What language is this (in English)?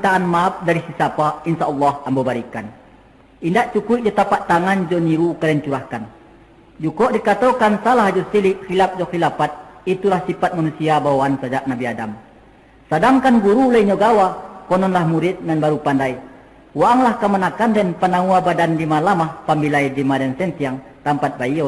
Minangkabau